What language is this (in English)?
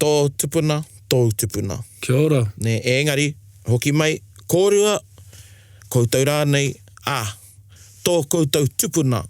Māori